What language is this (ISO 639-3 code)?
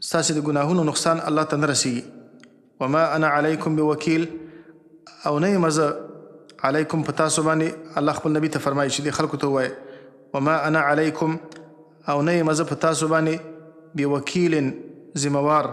pus